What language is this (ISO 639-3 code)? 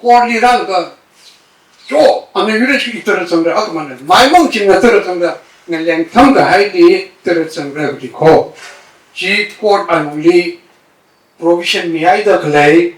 nmf